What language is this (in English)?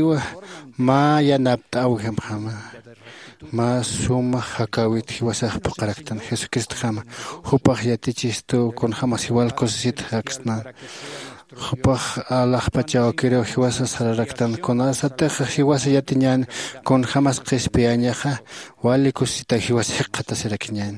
Aymara